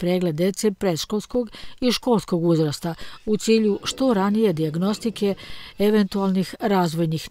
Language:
Serbian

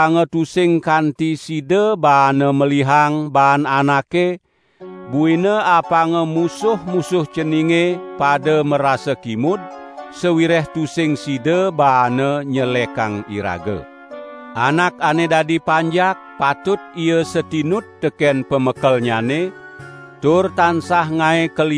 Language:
Balinese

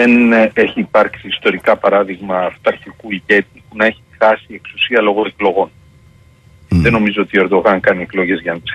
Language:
Greek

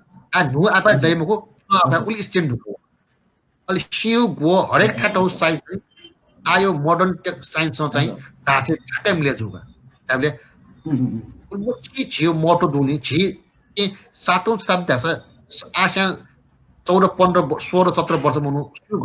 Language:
Newari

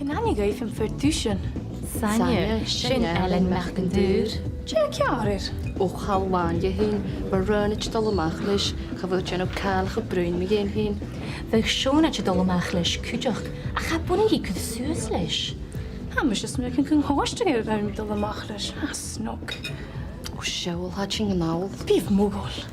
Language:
Scottish Gaelic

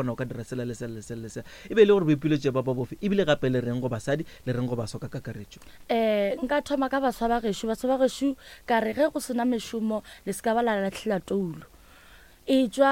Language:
Northern Sotho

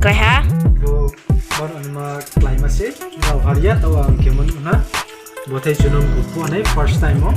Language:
Riang (India)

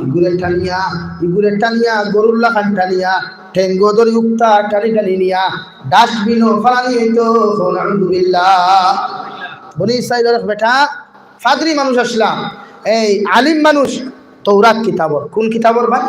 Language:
Sylheti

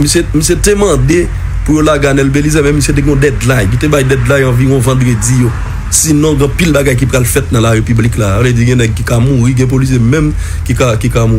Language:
Haitian Creole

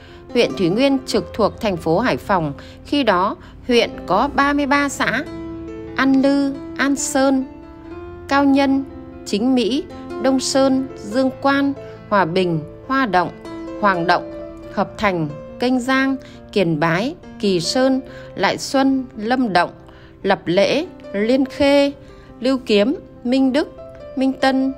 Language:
Vietnamese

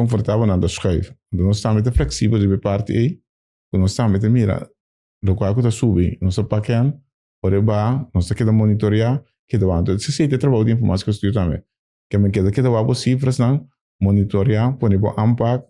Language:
Papiamento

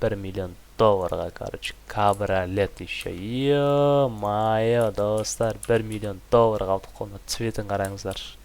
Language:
Kazakh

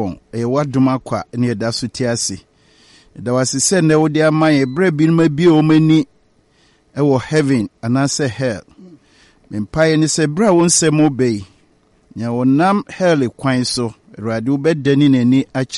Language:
Akan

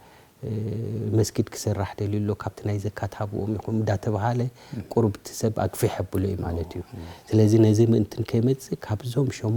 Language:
Tigrinya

